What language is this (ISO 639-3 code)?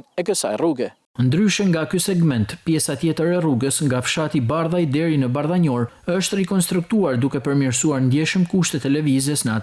sqi